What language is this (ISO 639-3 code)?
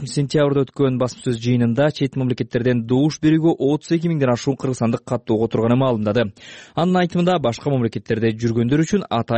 kir